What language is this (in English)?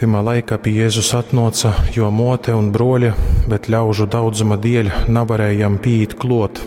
Latgalian